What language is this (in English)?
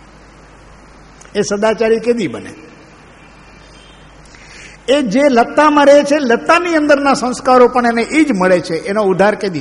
Gujarati